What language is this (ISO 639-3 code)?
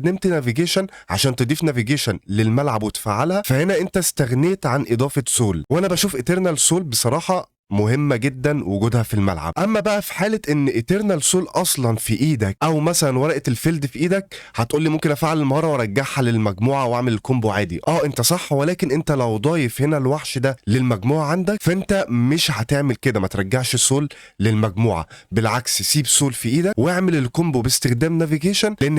arz